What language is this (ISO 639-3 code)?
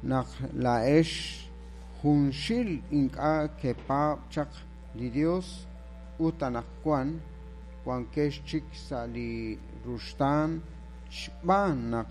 kek